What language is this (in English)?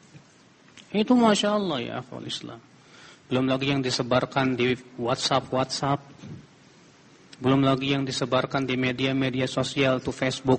Indonesian